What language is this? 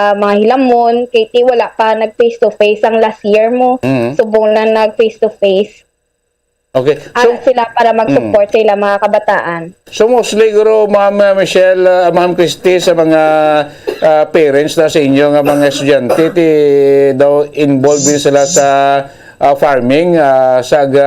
Hiligaynon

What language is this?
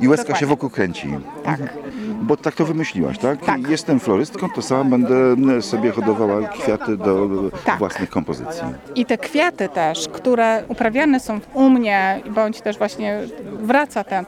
Polish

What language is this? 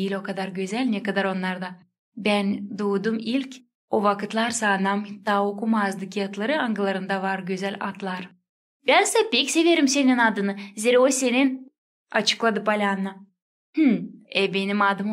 Gagauz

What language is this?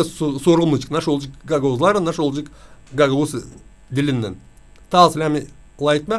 Gagauz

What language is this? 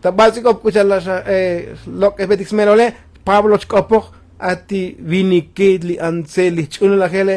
Tzotzil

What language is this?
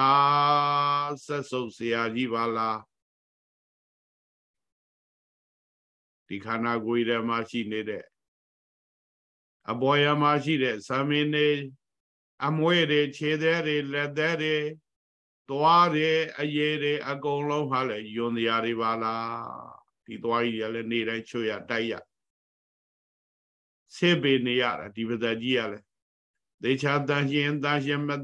Burmese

